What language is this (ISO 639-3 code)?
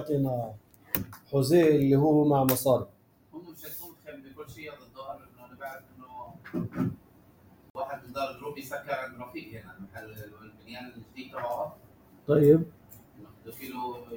apc